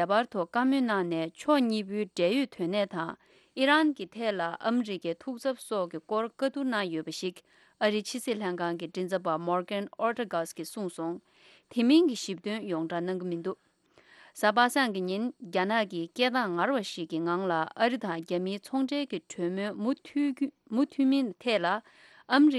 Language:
Tibetan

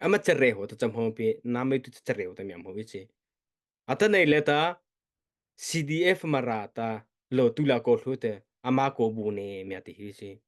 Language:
Mara Chin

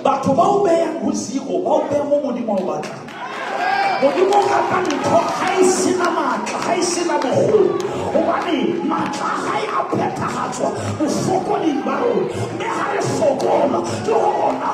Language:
Southern Sotho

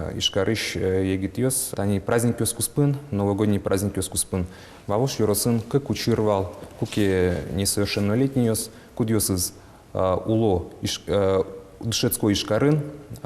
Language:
Udmurt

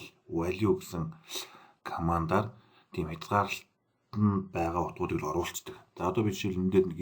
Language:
Mongolian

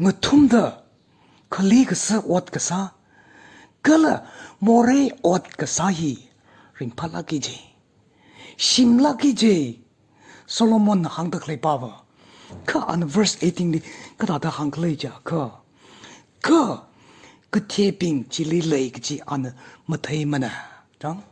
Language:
Tangkhul Naga (India)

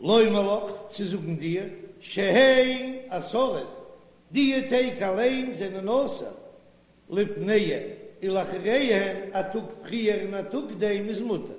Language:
Yiddish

